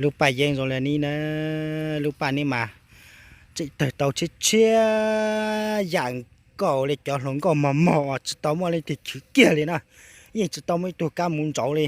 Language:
Hmong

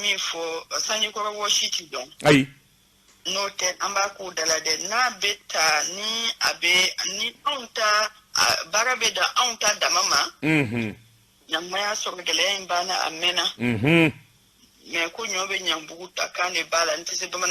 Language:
Bambara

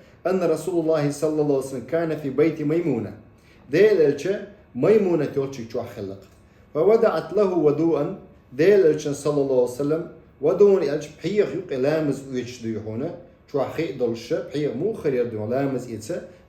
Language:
Chechen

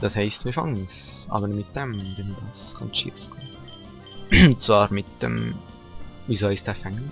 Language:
Swiss German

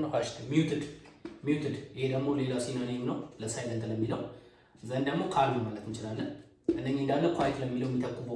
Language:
Amharic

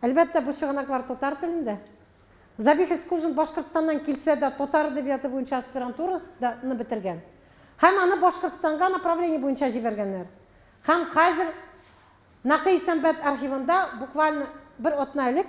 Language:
Tatar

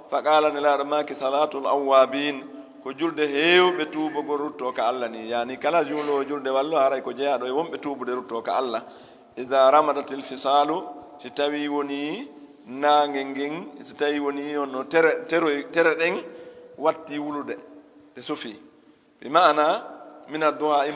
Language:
Fula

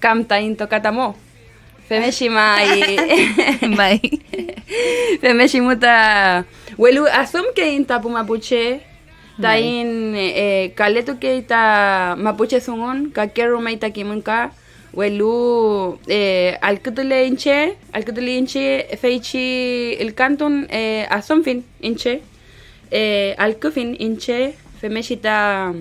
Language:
Mapuche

